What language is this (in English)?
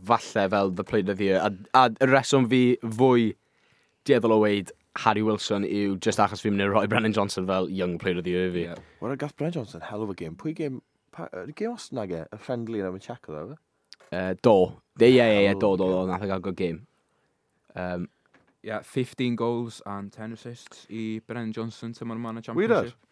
Welsh